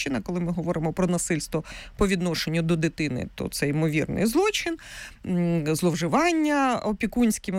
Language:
Ukrainian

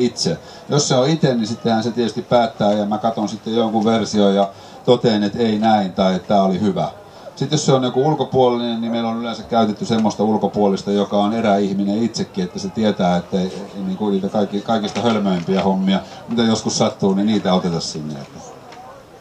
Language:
Finnish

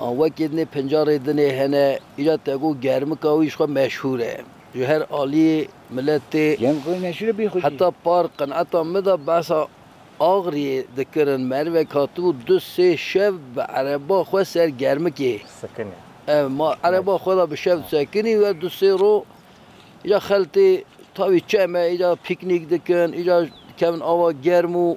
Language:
Kurdish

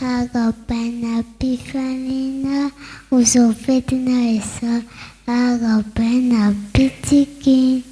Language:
Malagasy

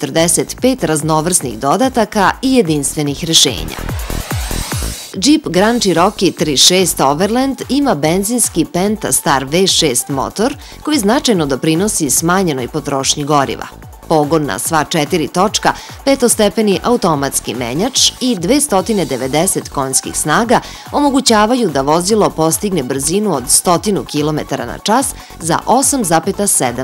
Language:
Serbian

